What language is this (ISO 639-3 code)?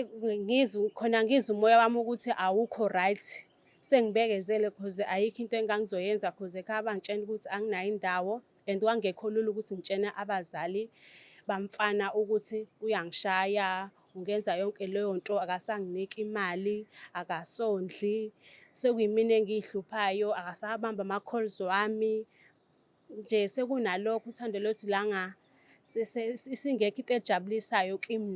zul